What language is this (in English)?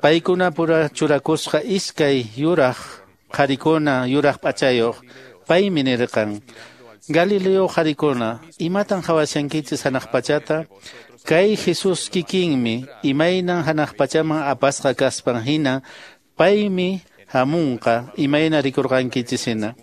Quechua